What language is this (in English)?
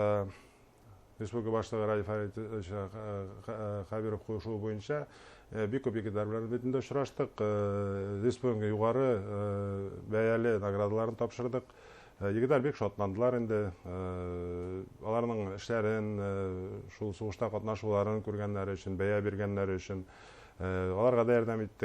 Bashkir